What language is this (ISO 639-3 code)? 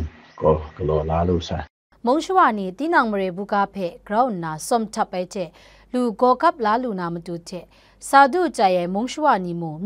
kac